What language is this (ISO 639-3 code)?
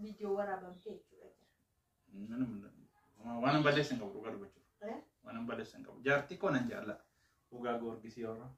orm